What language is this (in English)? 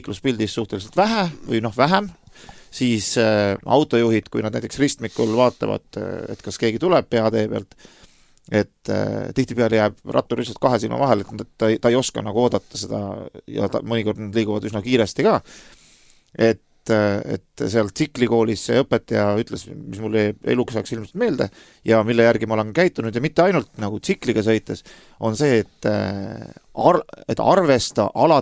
Estonian